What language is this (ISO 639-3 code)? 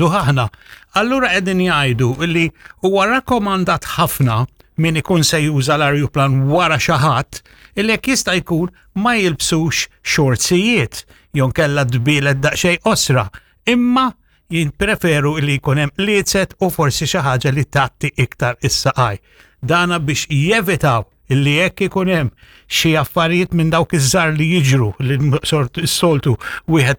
mlt